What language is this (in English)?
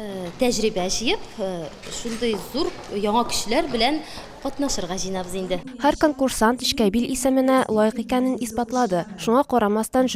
Tatar